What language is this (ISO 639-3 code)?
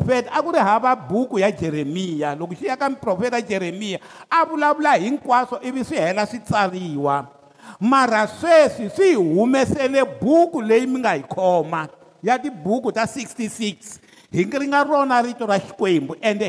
tso